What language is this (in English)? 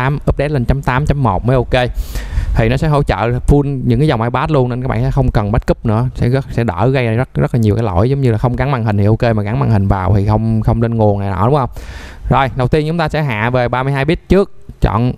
Vietnamese